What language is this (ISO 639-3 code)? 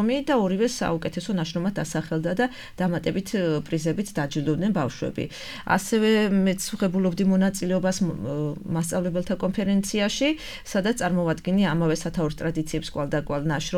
kat